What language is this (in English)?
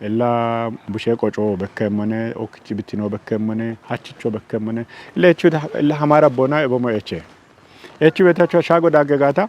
Kafa